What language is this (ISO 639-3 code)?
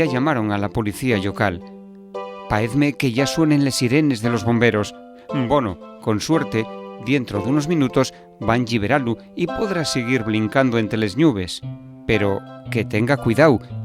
ast